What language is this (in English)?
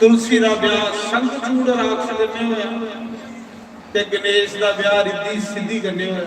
Dogri